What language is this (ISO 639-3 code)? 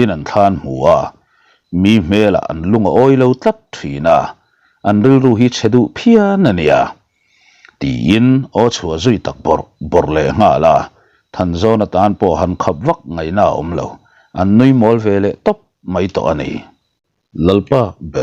lus